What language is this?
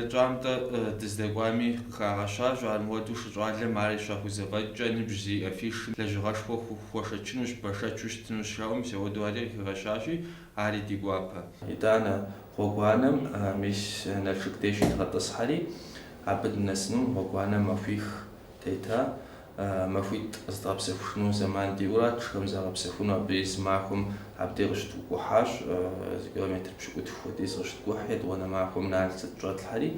Kabardian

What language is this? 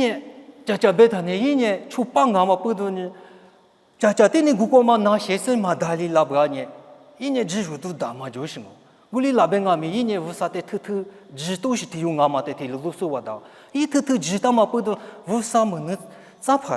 Lisu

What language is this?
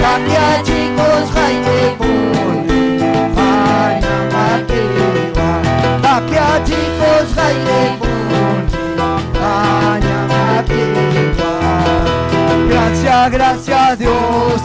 Ayacucho Quechua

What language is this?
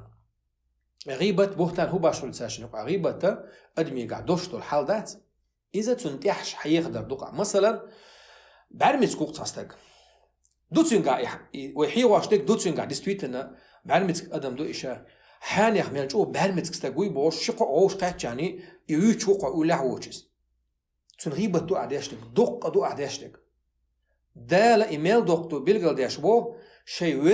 Chechen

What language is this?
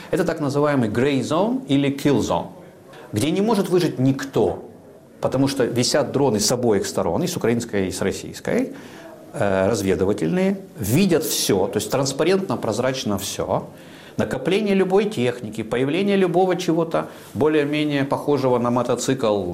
Russian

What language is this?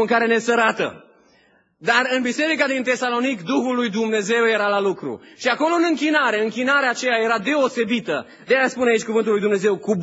Romanian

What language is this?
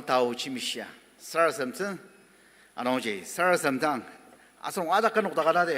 Ao Naga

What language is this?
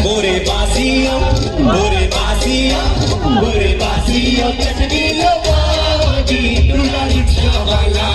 Chhattisgarhi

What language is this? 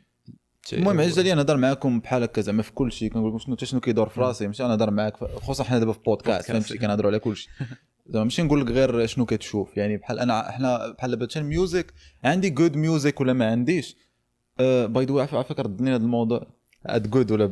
Moroccan Arabic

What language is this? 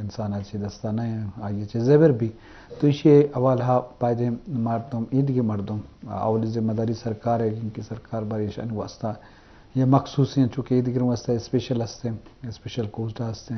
Eastern Balochi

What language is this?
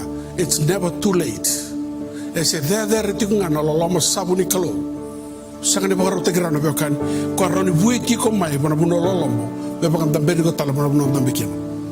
Fijian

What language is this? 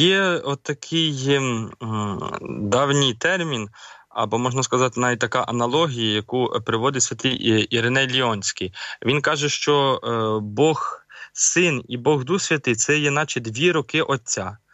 Ukrainian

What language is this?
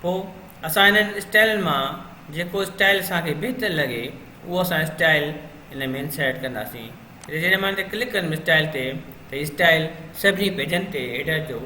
Sindhi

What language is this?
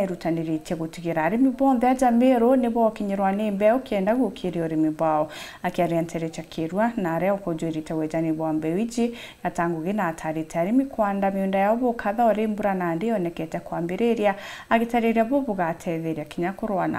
Meru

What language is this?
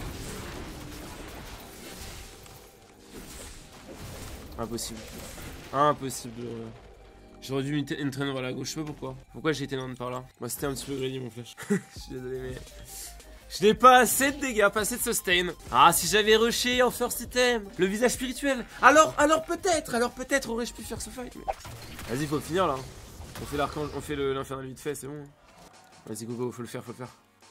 French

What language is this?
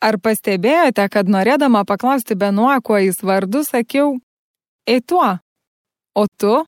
Lithuanian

